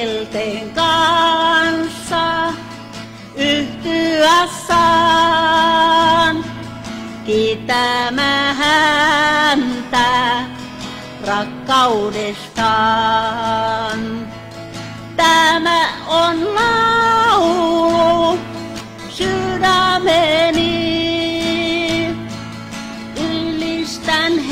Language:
Finnish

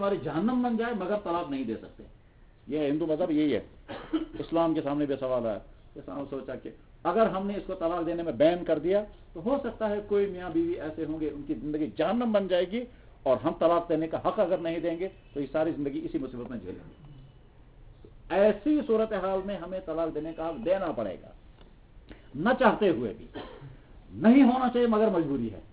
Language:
Urdu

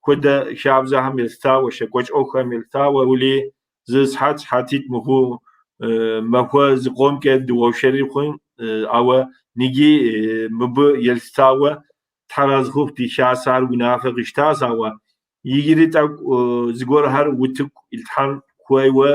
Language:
Kabardian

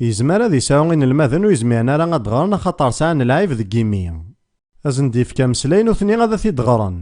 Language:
Kabyle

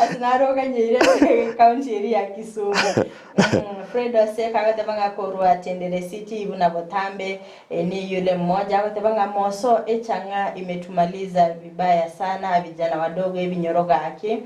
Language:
Gusii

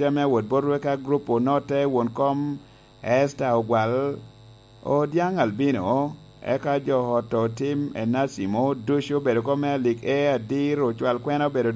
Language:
Lango (Uganda)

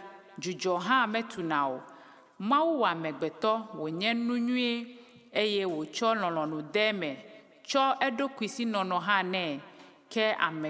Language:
Ewe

